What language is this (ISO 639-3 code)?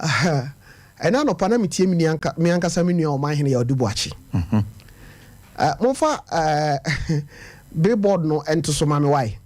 aka